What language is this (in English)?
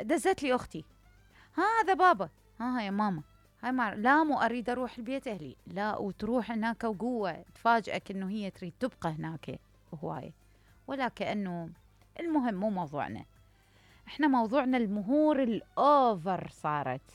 Mesopotamian Arabic